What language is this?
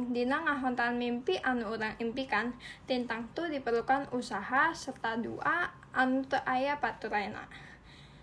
Sundanese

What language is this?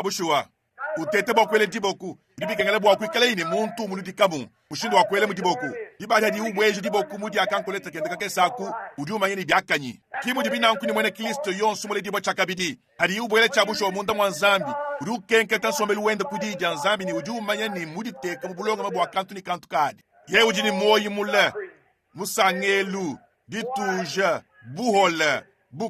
Luba-Lulua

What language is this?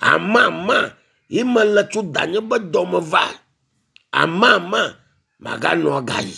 Ewe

